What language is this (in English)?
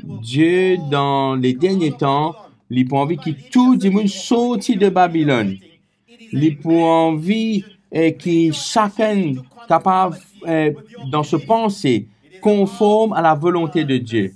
Morisyen